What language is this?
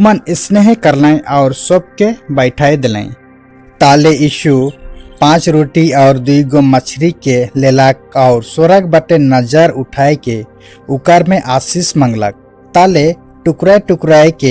Sadri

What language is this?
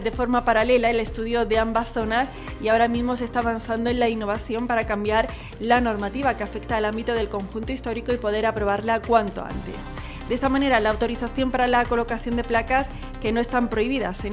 Spanish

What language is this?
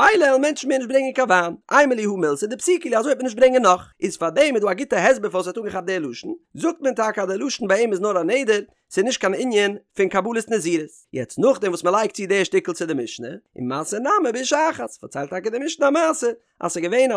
Yiddish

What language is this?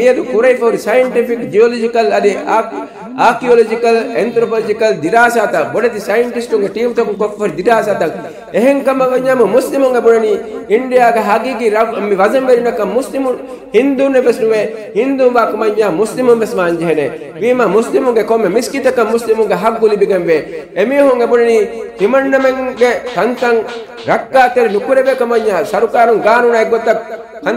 Divehi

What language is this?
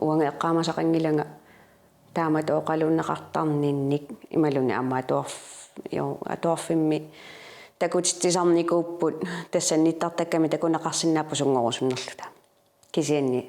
Kalaallisut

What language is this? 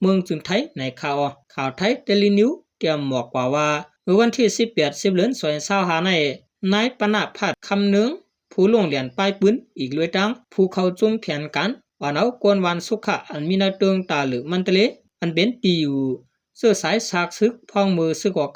Shan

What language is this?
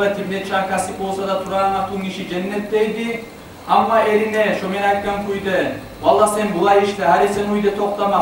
Kumyk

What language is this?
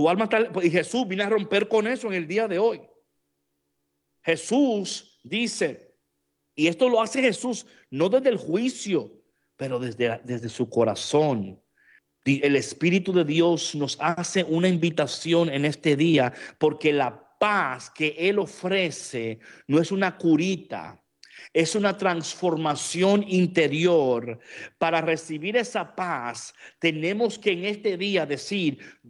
Spanish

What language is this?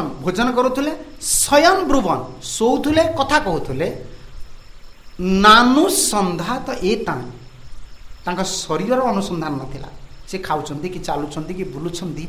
Odia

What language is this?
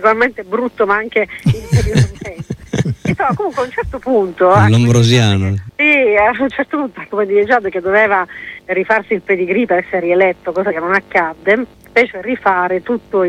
Italian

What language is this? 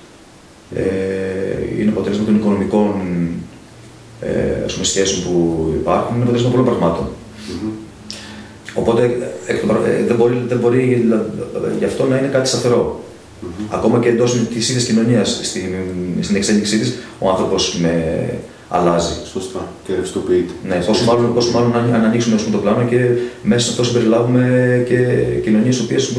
Greek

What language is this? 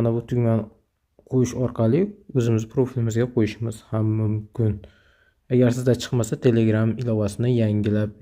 Uzbek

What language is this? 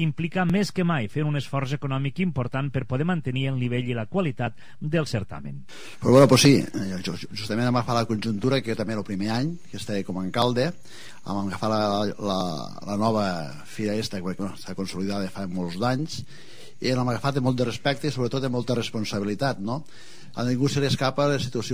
Catalan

